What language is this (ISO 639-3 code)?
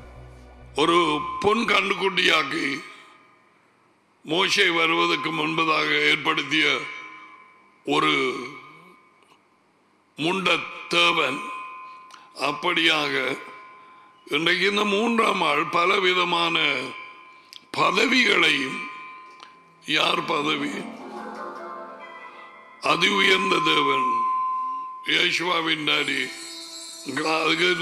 tam